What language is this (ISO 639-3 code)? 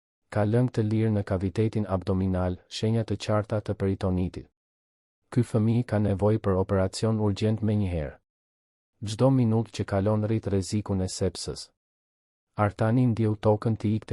sqi